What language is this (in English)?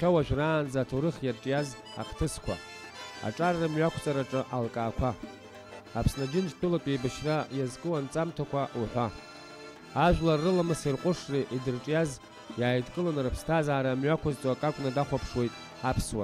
Abkhazian